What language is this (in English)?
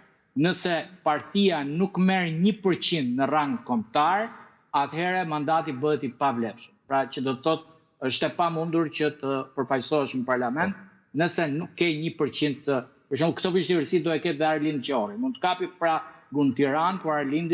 Albanian